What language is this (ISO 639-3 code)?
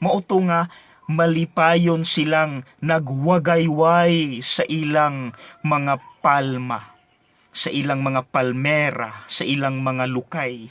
ceb